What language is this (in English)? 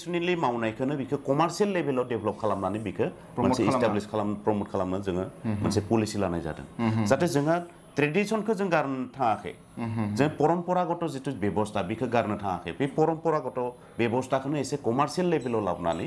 Bodo